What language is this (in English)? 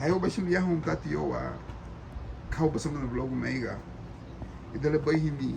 Garifuna